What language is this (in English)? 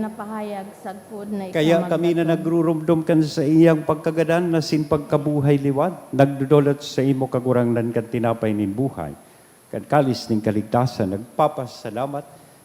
Bikol